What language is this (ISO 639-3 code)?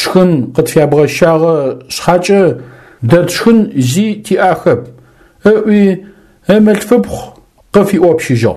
ady